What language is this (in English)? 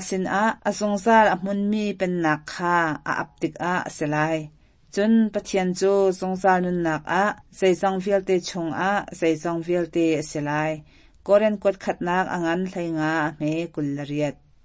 Hakha Chin